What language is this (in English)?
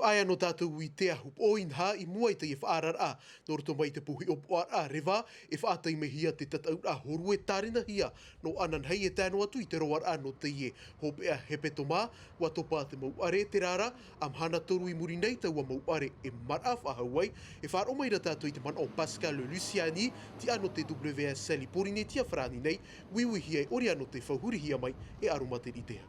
Tahitian